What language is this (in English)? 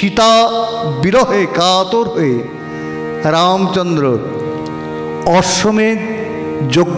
Bangla